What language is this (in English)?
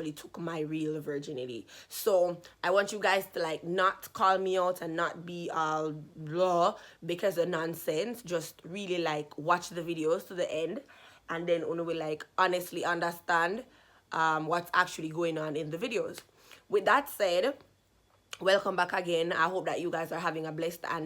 Jamaican Creole English